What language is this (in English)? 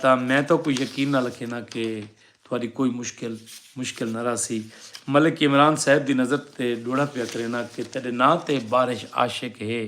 Saraiki